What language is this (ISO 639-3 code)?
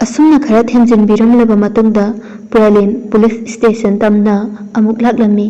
mni